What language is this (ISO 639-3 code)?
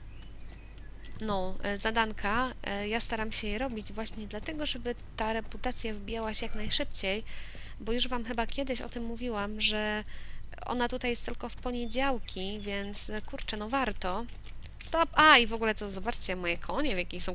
pol